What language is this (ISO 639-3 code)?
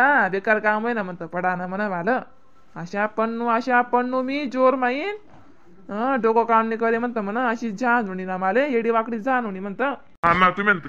khn